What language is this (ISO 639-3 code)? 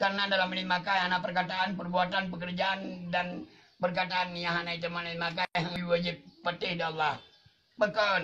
ace